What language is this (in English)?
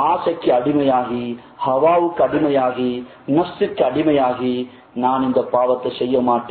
Tamil